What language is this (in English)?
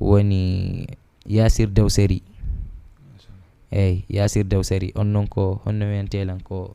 Fula